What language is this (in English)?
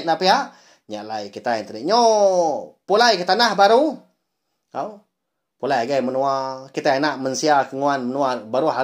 Iban